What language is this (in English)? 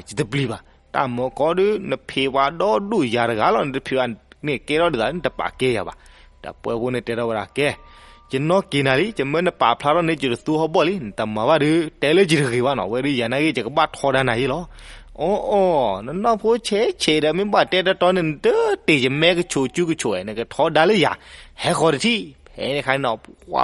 S'gaw Karen